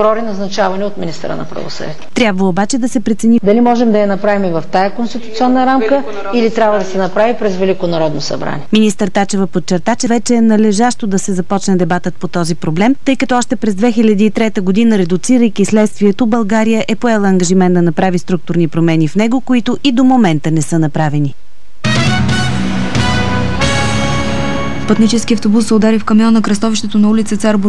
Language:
Bulgarian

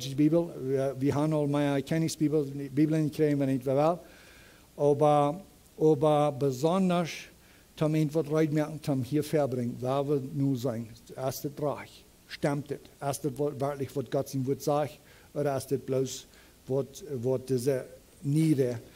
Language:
Plautdietsch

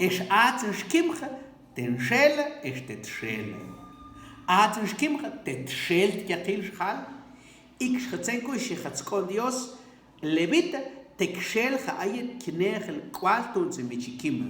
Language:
Mam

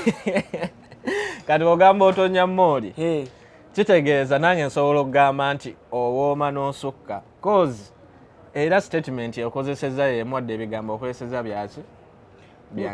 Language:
Ganda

